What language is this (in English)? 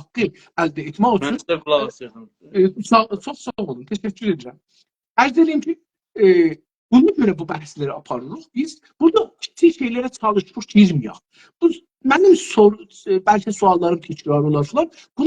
South Azerbaijani